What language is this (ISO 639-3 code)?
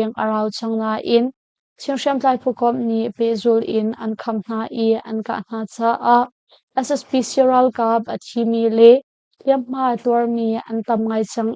cnh